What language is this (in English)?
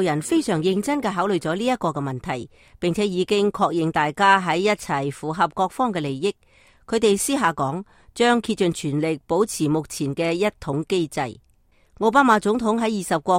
Cantonese